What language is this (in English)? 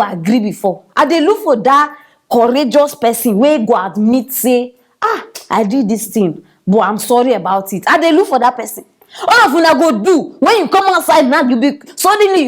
Nigerian Pidgin